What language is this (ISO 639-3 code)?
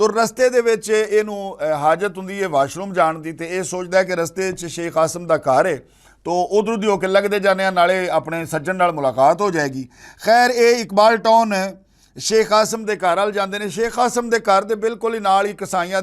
lah